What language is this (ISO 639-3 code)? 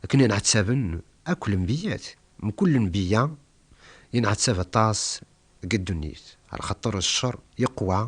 kab